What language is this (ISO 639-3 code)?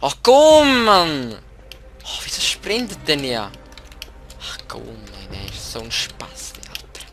gsw